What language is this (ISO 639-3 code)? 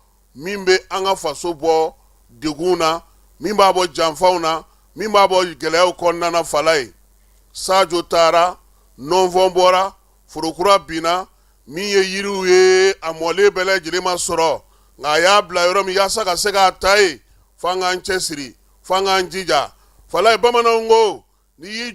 bam